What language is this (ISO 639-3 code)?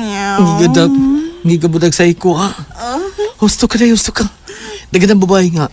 ceb